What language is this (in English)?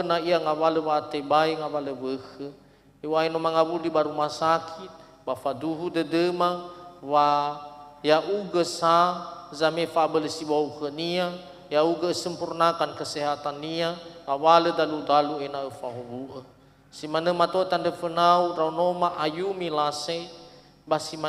Nias